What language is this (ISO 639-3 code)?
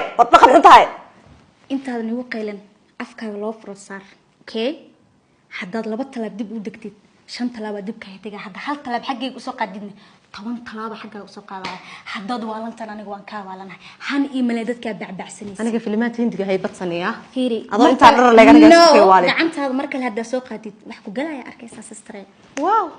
som